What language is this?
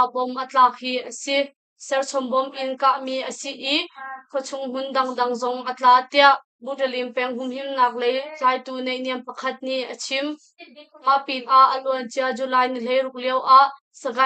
Hakha Chin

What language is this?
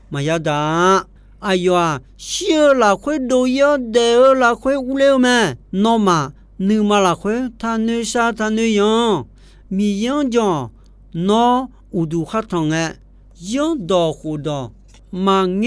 Akha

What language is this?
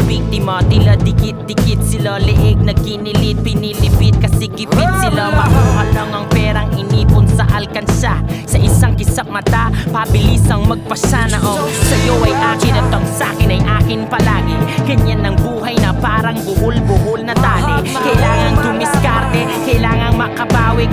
Filipino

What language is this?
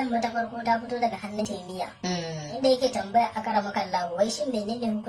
Hausa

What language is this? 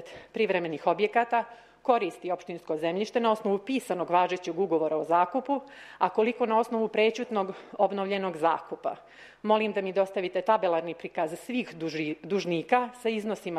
Serbian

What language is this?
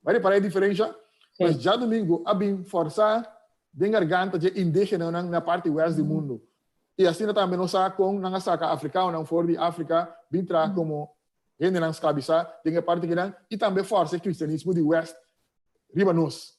Papiamento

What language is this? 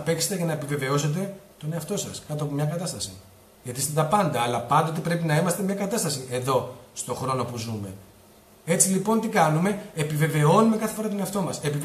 Greek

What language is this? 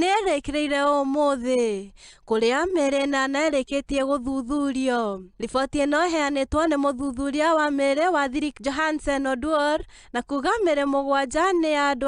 Kikuyu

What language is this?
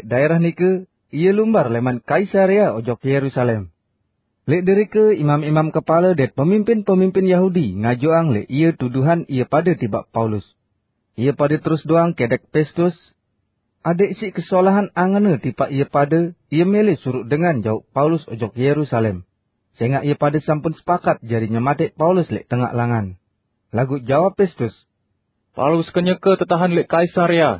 Sasak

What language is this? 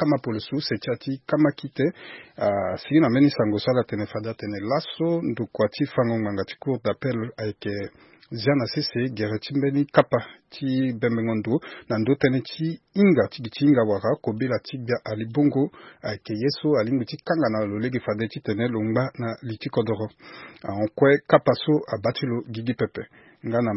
Sango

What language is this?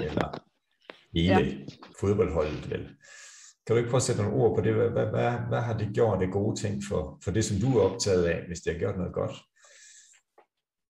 Danish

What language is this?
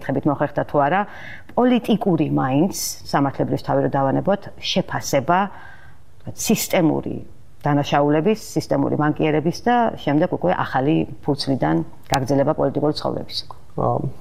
Georgian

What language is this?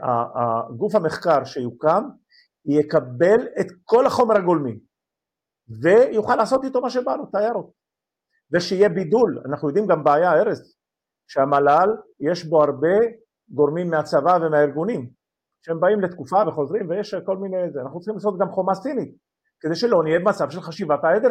Hebrew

